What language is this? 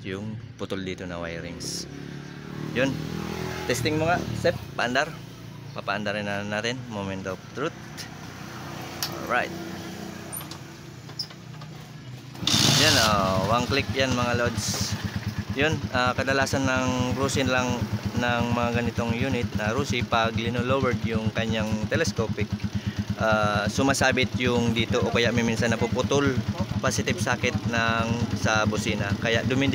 Filipino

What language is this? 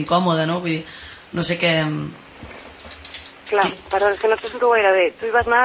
Catalan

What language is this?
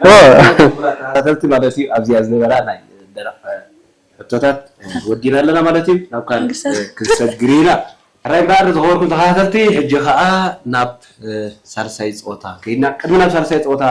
Tigrinya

